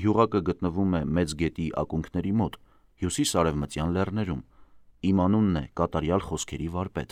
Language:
Armenian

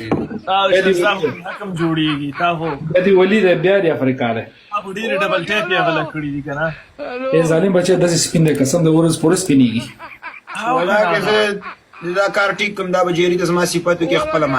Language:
Pashto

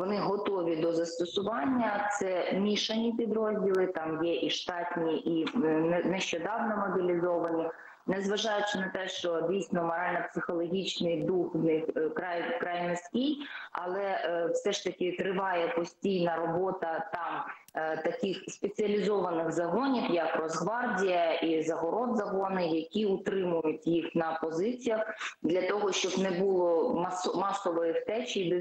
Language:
Ukrainian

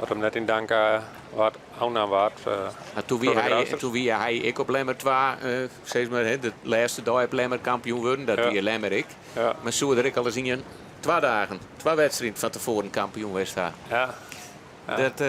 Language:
Western Frisian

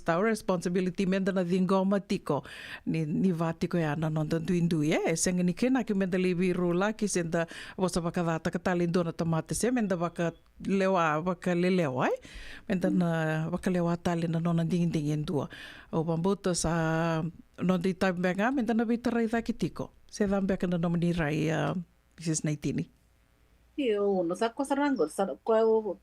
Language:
Fijian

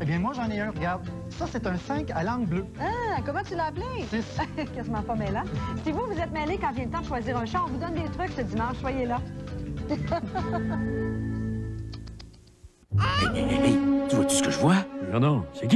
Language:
French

